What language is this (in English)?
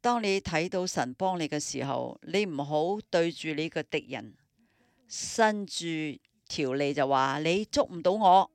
Cantonese